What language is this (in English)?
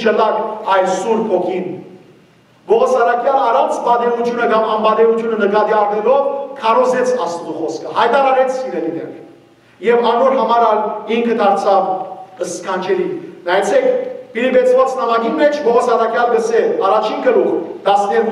Western Armenian